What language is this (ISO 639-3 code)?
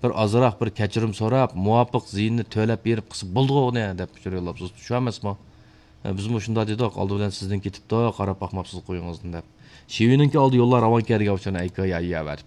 uig